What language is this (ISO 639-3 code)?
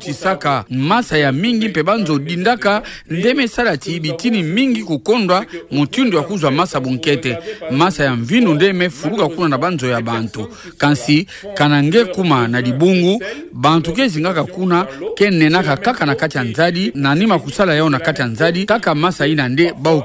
ktu